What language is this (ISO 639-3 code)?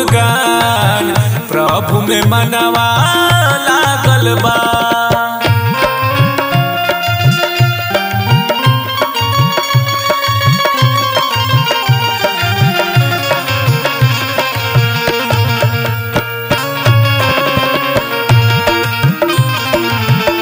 bho